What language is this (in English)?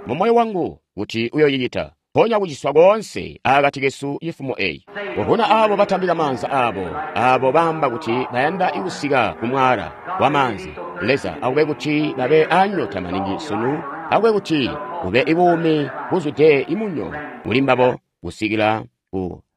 Tonga (Zambia)